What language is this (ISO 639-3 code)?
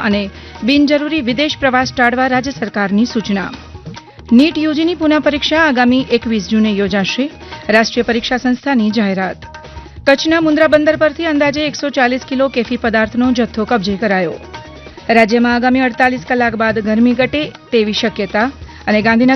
guj